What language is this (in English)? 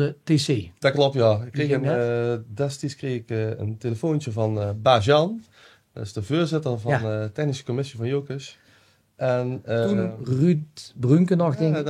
Limburgish